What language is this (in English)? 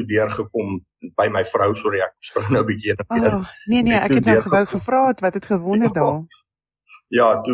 Afrikaans